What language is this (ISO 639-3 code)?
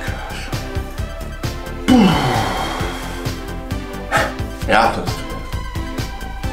ces